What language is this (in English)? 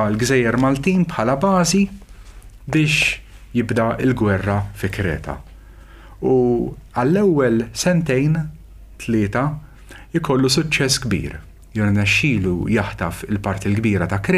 Maltese